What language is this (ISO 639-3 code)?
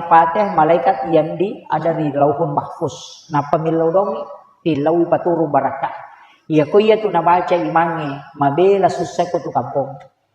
bug